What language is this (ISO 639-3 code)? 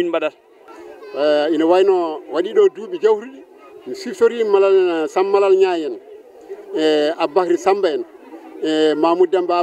ful